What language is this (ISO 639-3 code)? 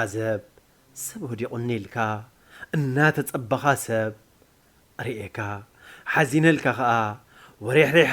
tir